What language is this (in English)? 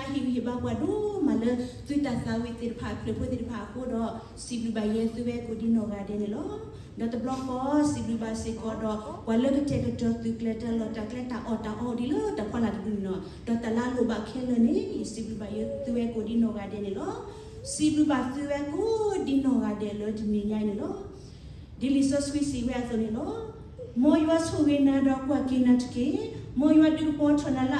S'gaw Karen